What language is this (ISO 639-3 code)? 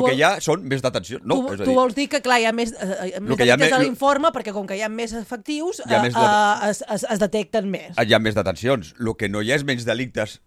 cat